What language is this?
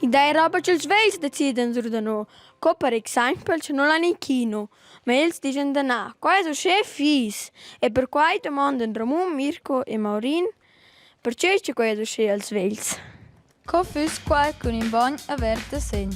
Romansh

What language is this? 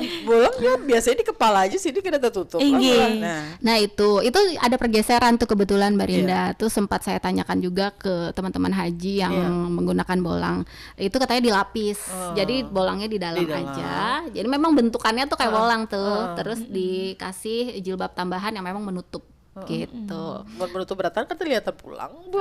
Banjar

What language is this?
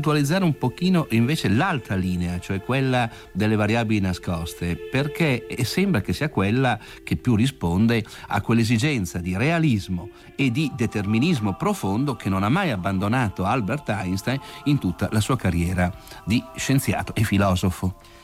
Italian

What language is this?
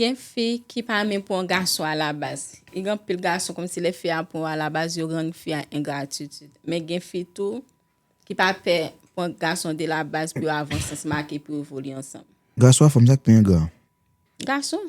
Haitian Creole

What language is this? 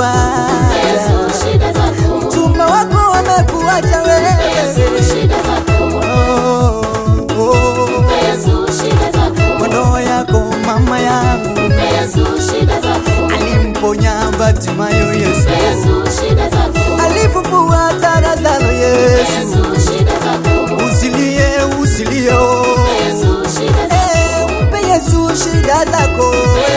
Swahili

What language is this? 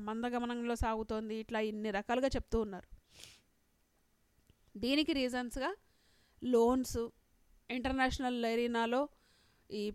Telugu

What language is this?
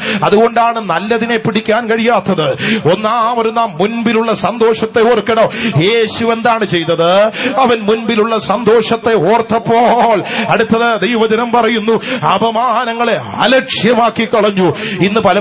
Malayalam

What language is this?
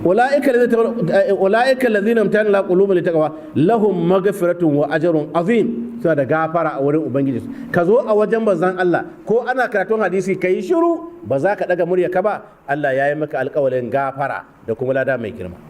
Hausa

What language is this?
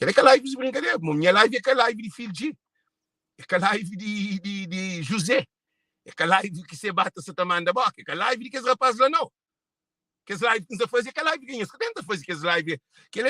Kabuverdianu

